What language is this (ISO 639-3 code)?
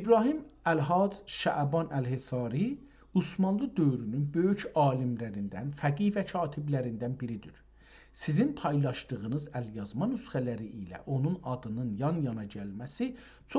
azb